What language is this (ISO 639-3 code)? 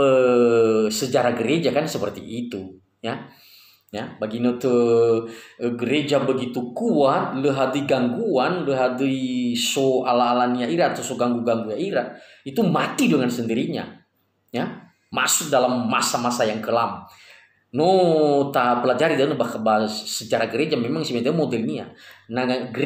nia